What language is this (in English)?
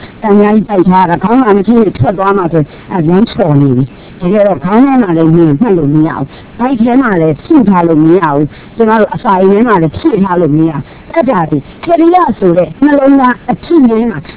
Burmese